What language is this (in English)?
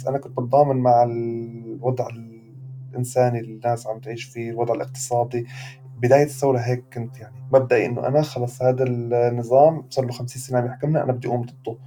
North Levantine Arabic